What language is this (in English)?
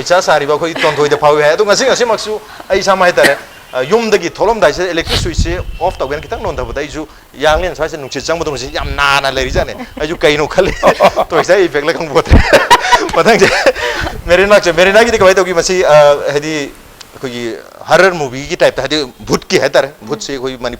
Manipuri